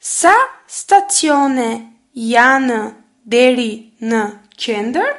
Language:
Albanian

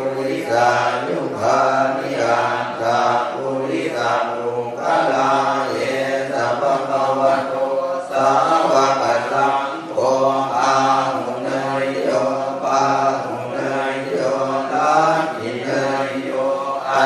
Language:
Pali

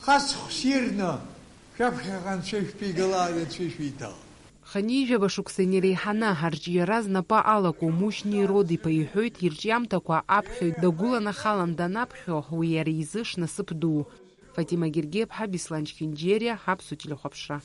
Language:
Abkhazian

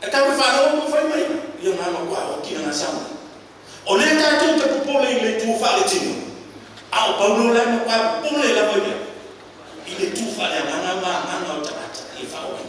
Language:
Samoan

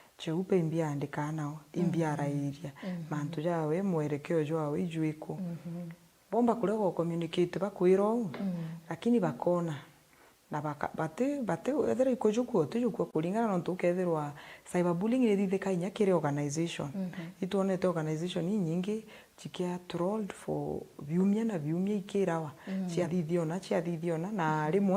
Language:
Meru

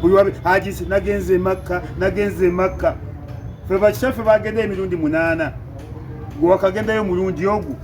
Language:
Ganda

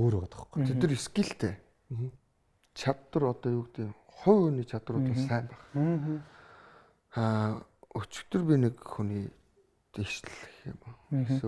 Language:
Mongolian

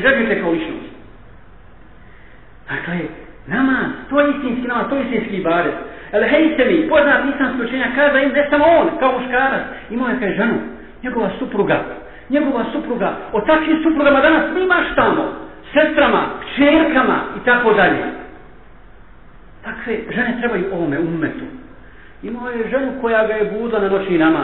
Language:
Bosnian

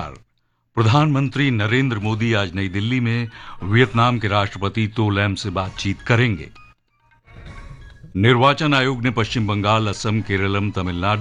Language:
Hindi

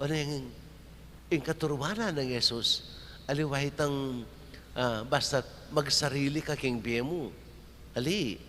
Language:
Pampanga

